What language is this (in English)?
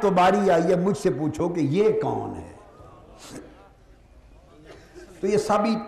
Urdu